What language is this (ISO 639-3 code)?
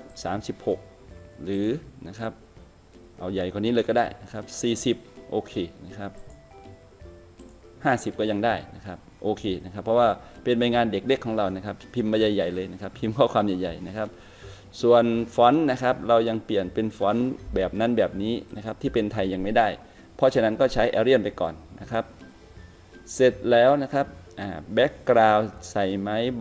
tha